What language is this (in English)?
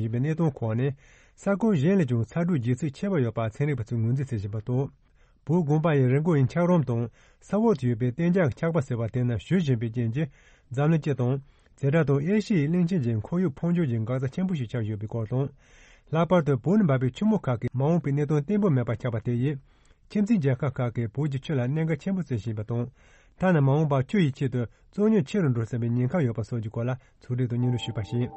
Tibetan